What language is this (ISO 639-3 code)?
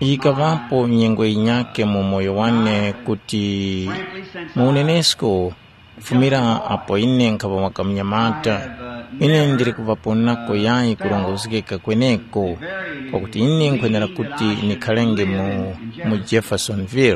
tum